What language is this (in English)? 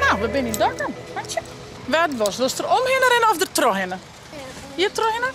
Western Frisian